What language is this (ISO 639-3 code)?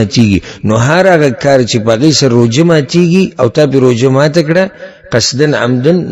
pus